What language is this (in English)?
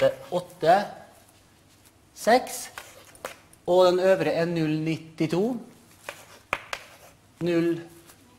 Norwegian